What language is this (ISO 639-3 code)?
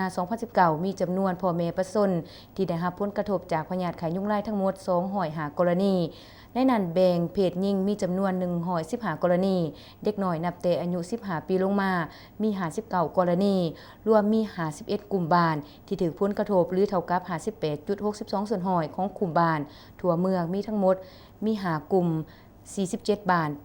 lao